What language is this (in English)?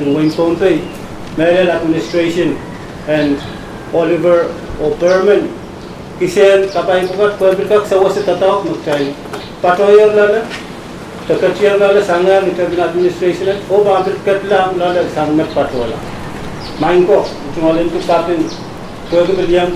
Pohnpeian